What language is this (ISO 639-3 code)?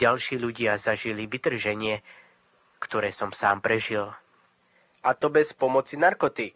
slk